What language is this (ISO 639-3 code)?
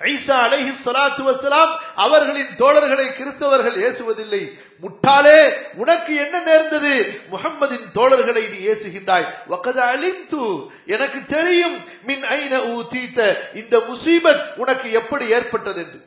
tam